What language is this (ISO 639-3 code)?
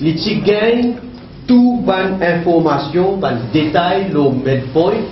mfe